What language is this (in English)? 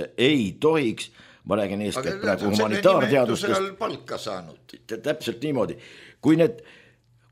Estonian